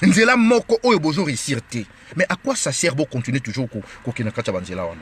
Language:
Lingala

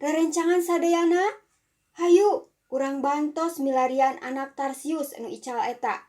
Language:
Sundanese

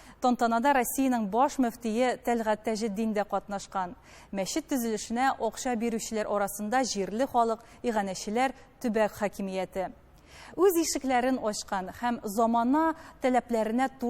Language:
Tatar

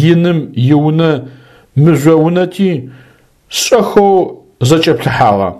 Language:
Adyghe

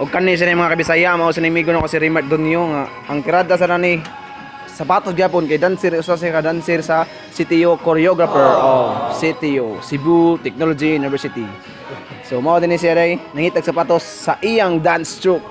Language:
Cebuano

